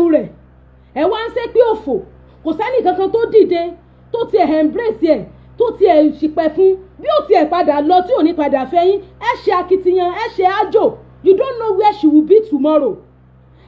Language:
Yoruba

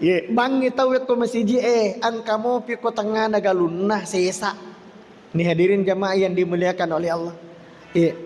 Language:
Buginese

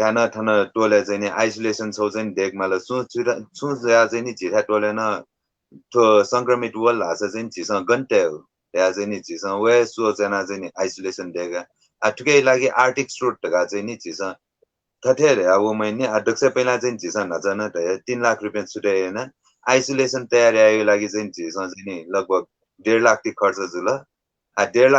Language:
Newari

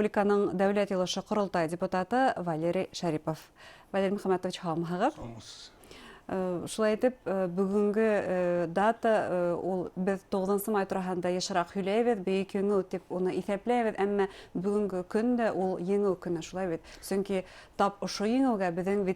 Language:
Bashkir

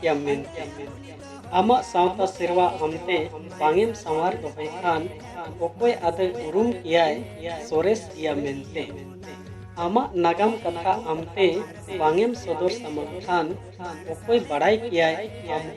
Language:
Santali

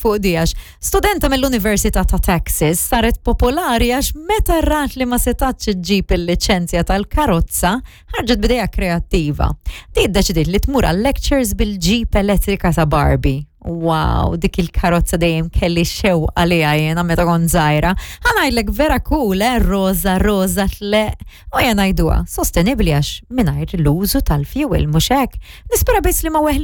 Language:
Maltese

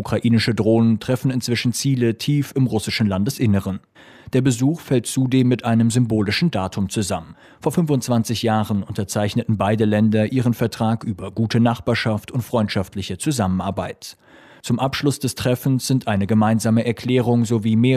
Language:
German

